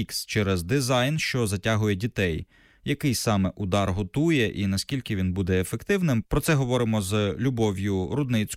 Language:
Ukrainian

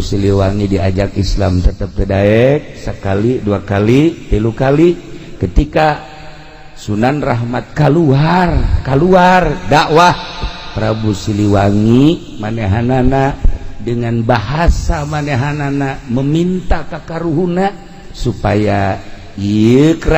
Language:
Sundanese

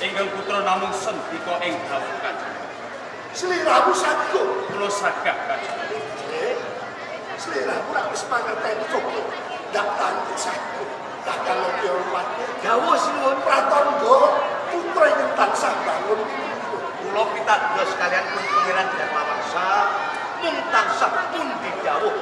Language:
Javanese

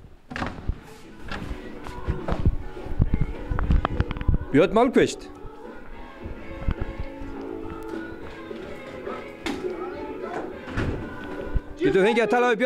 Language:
Icelandic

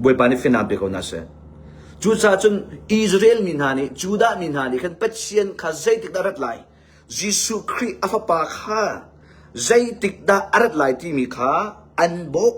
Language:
Hakha Chin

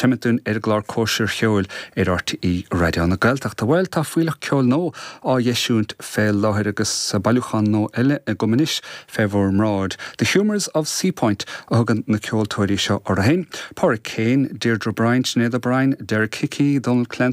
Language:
Irish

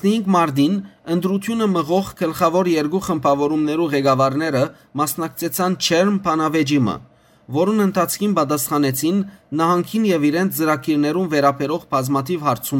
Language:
Western Armenian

